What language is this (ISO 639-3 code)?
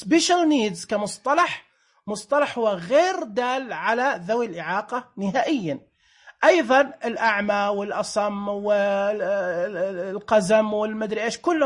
ars